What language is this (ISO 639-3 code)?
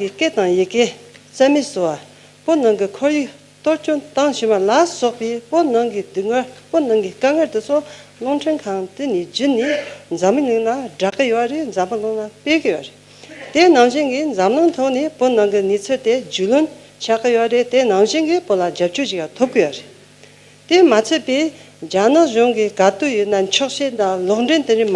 bod